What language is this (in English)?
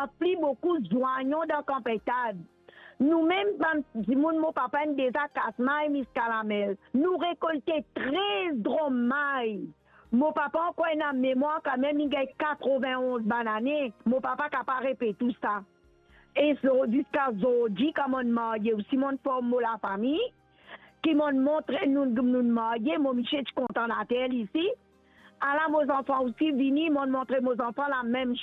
Morisyen